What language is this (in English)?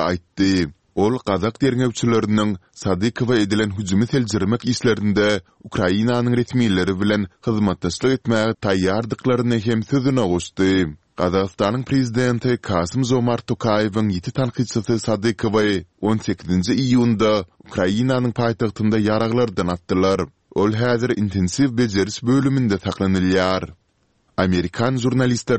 Turkmen